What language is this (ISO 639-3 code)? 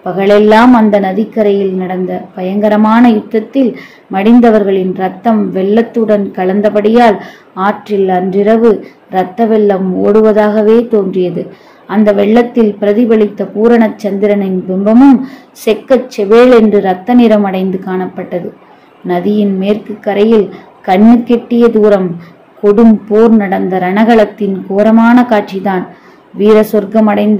tam